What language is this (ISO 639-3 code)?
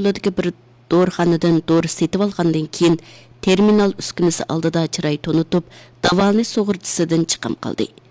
uig